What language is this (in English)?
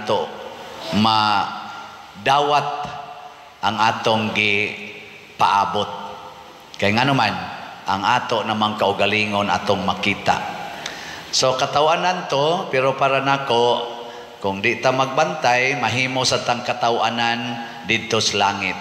Cebuano